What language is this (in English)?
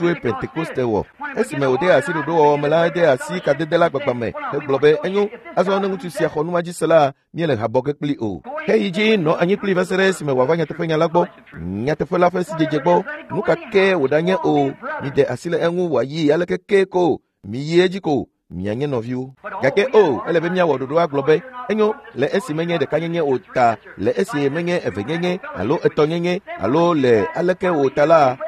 Ewe